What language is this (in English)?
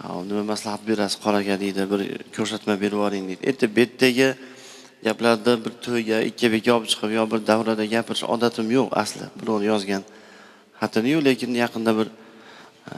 Uzbek